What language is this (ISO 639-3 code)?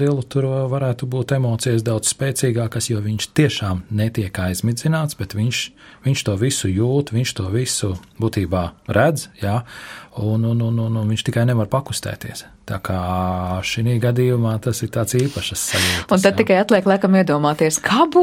lav